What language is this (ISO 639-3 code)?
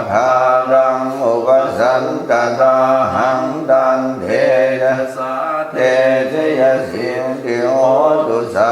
pli